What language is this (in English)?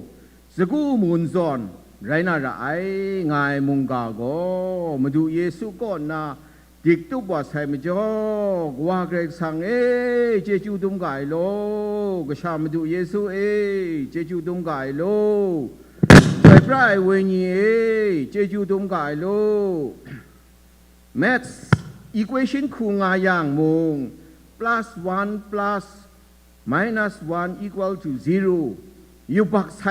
Kachin